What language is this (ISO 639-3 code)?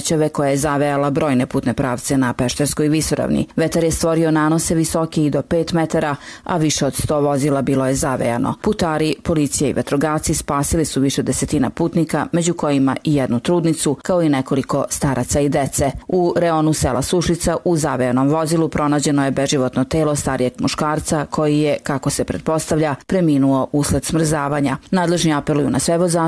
srp